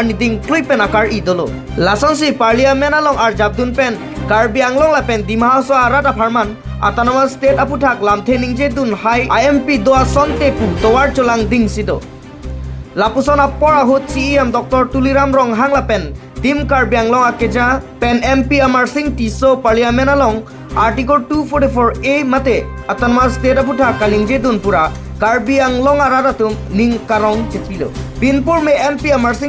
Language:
Karbi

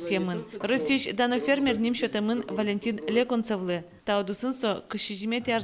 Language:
Udmurt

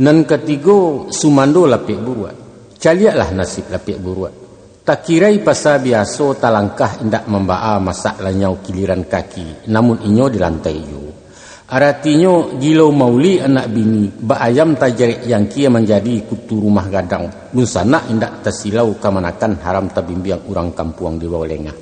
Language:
Minangkabau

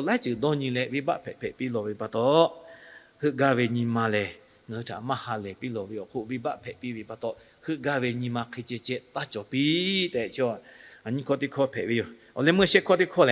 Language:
Lahu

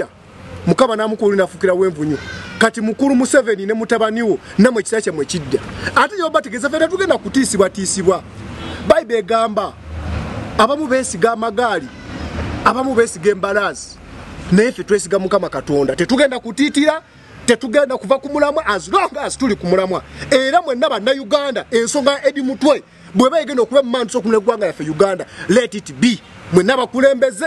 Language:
Ganda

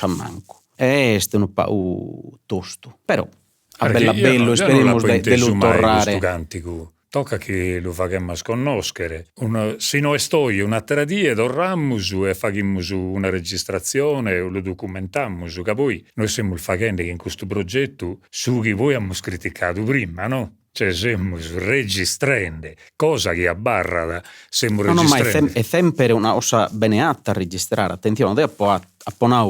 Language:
Sardinian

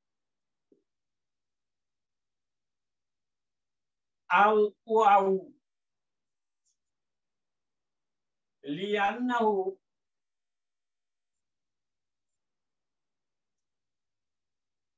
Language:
Bangla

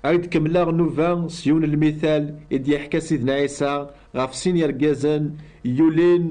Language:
Kabyle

